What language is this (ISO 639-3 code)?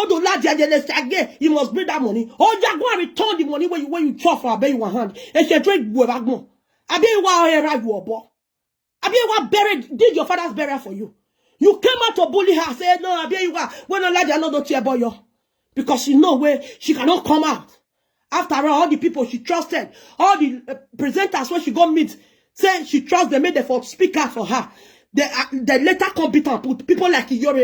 pcm